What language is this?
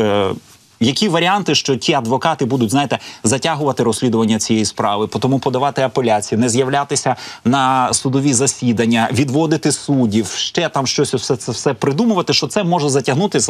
Ukrainian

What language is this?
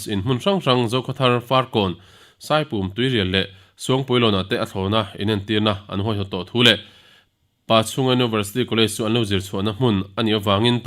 Mizo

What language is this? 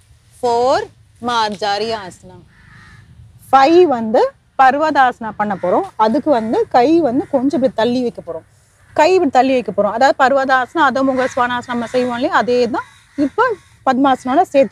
Tamil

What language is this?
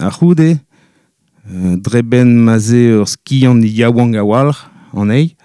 Breton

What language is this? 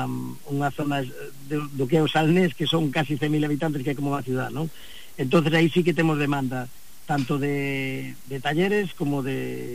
Galician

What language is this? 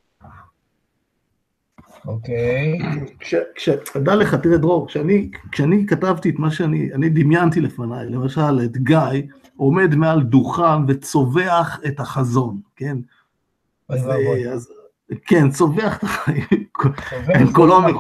Hebrew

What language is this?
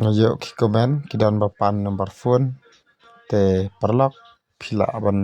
Khasi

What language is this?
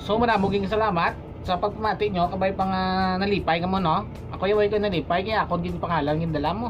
Hiligaynon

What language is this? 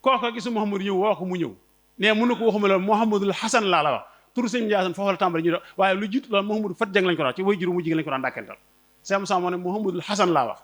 Wolof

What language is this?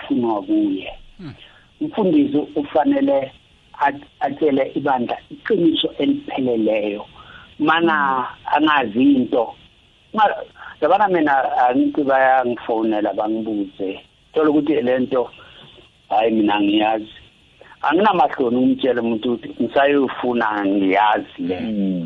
South Ndebele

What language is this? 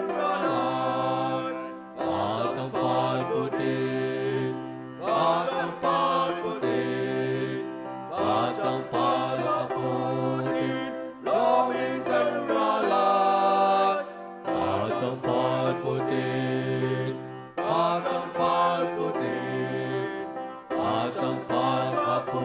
Hakha Chin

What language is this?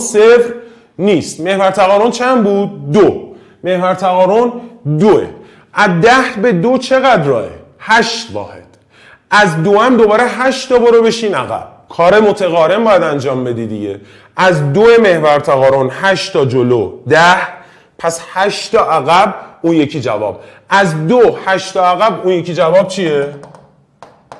Persian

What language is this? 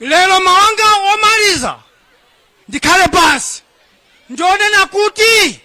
Nyanja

